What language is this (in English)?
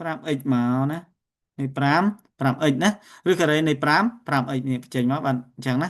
Khmer